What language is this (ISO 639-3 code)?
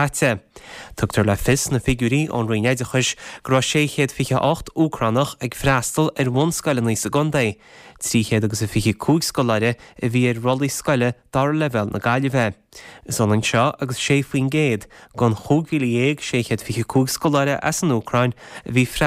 gle